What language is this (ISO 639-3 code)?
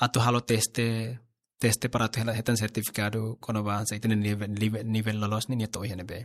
tet